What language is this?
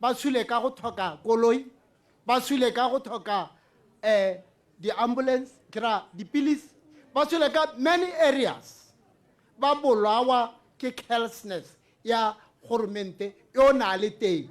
Tswana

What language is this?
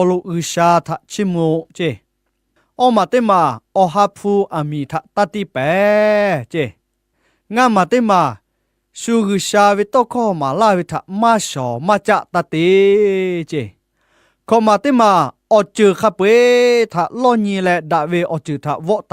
Lahu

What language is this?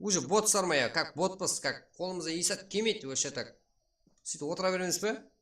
Kara-Kalpak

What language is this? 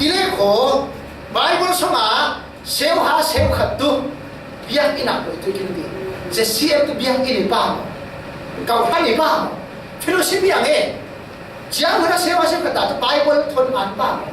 Falam Chin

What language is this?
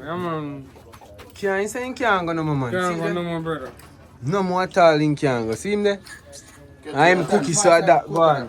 Jamaican Creole English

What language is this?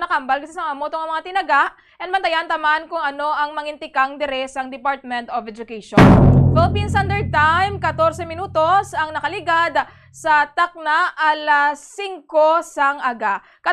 Hiligaynon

